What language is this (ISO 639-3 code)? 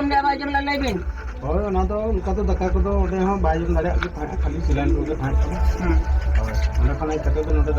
sat